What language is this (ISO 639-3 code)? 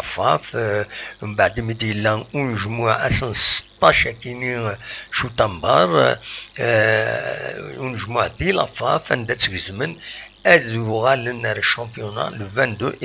kab